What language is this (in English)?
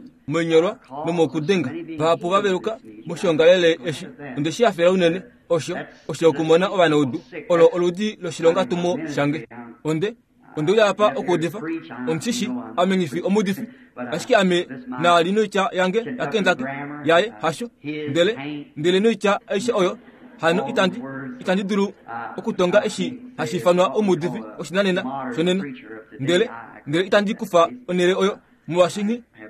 Kuanyama